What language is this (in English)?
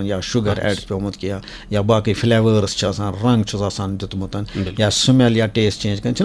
Kashmiri